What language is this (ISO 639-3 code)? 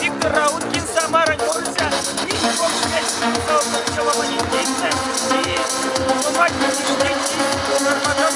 myv